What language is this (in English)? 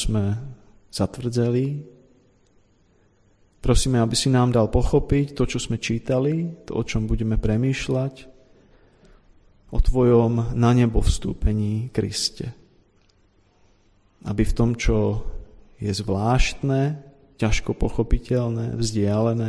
Slovak